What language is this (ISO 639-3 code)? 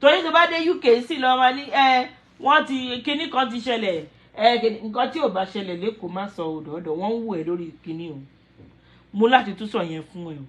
yor